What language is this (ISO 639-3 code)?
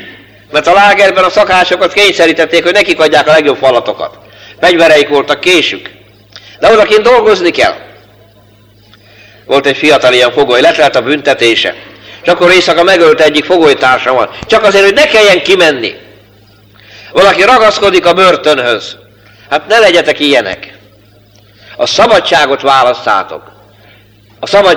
hun